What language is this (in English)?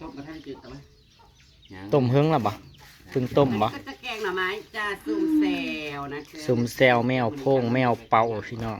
Northeastern Thai